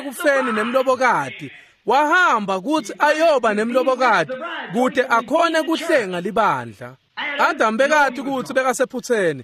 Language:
Swati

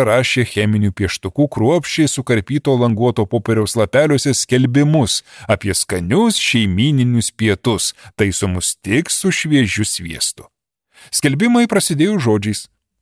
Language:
Lithuanian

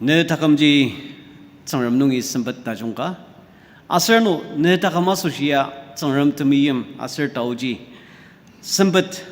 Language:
Ao Naga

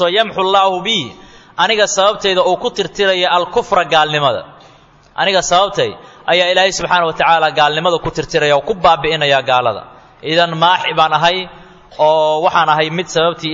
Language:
Somali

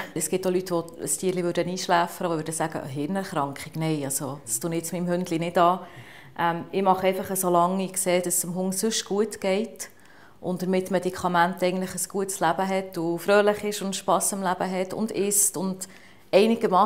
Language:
Swiss German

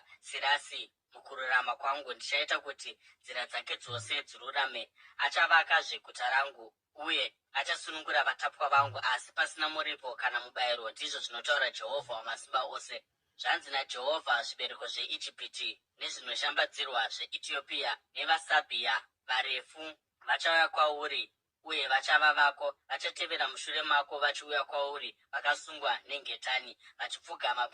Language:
Shona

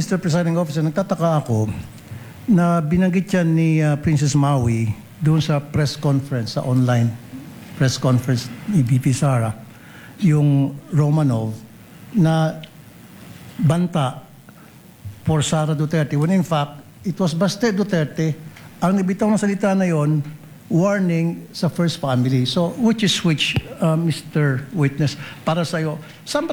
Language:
Filipino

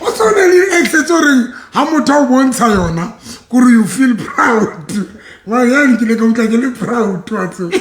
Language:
Southern Sotho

